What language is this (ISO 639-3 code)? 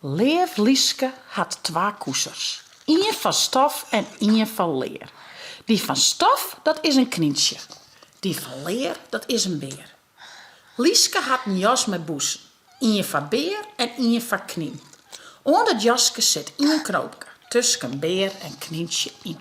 fry